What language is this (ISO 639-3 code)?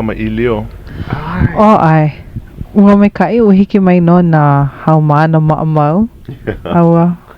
haw